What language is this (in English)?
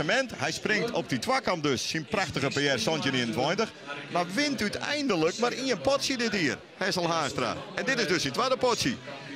Western Frisian